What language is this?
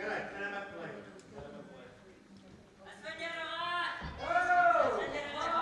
Bashkir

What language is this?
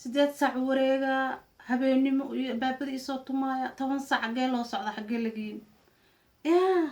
Somali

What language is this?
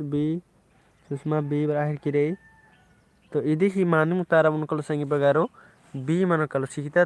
Kurukh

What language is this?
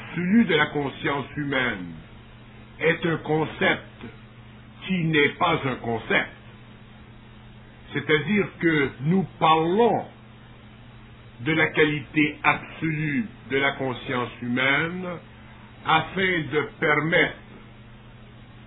French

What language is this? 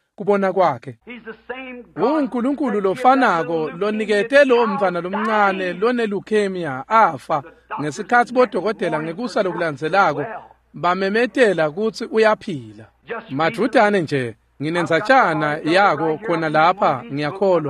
Swati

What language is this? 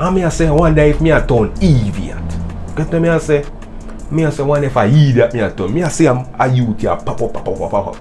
Jamaican Creole English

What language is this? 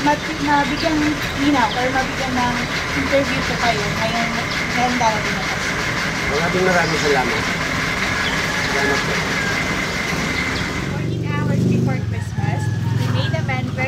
Filipino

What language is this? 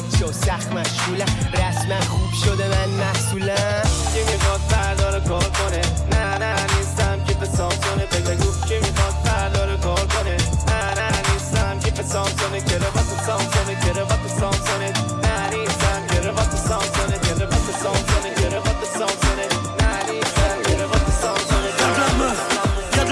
Persian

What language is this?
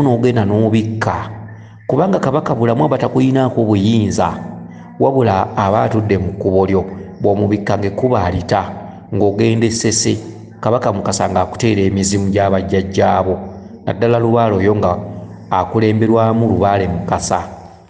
Ganda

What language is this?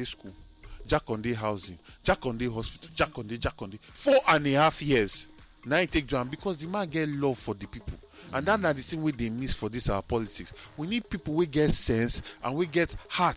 Nigerian Pidgin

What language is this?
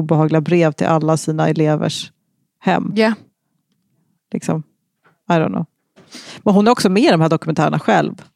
Swedish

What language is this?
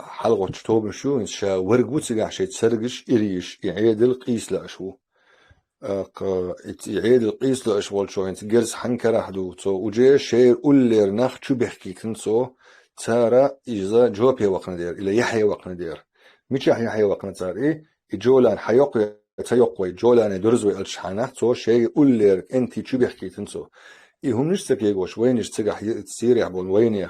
Chechen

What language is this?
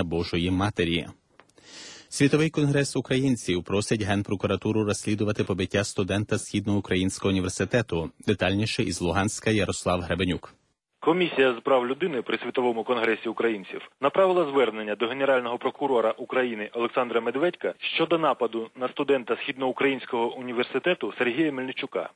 Ukrainian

